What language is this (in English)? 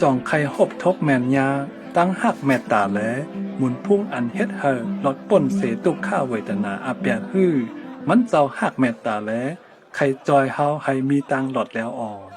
Shan